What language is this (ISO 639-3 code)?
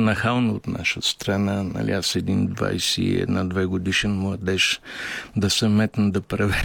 bul